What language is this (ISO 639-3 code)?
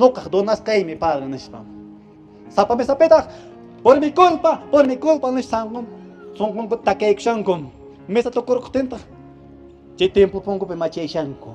que